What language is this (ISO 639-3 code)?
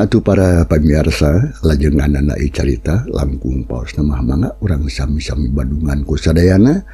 sun